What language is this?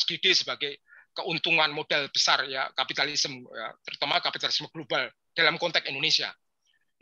Indonesian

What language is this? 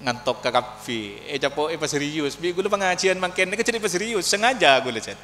Madurese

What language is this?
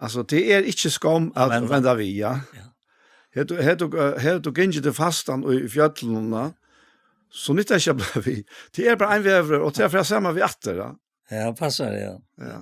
Faroese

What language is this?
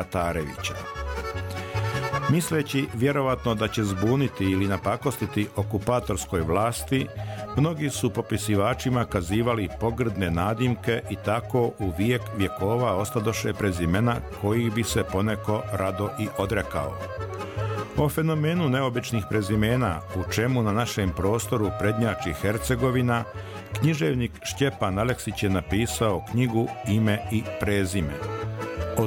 Bosnian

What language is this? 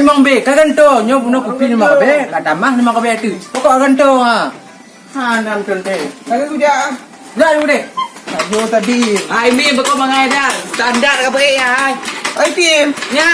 Achinese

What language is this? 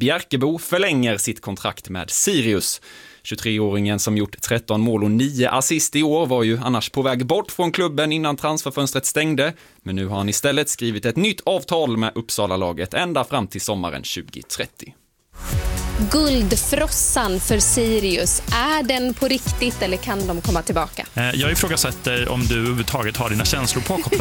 Swedish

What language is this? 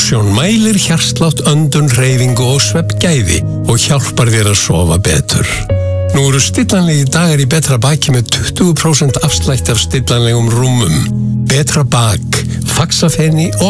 Icelandic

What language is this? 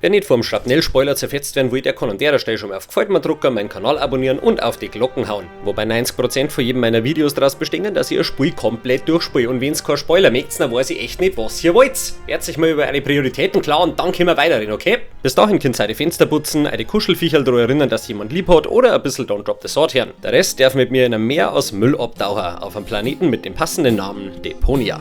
Bavarian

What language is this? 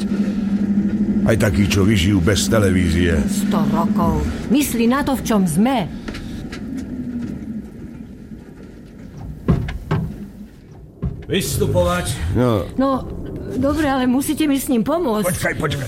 Slovak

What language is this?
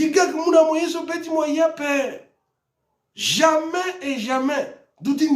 Sango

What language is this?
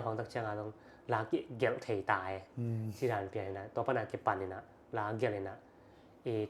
Tedim Chin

